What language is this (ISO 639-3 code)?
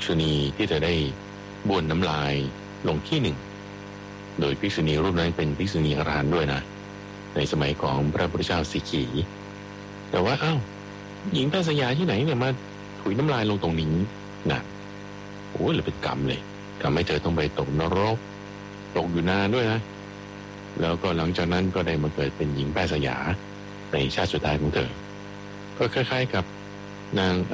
tha